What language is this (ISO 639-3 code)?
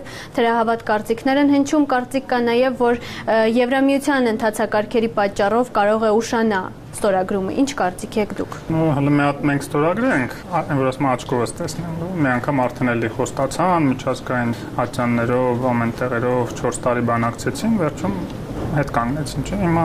hye